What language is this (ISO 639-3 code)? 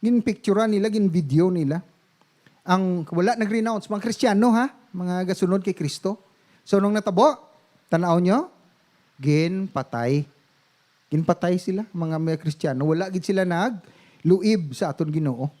hil